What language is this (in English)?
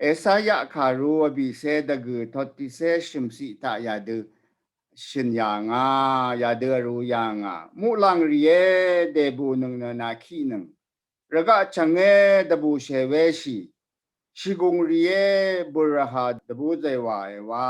Rawang